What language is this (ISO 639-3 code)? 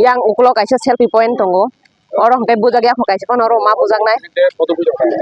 trp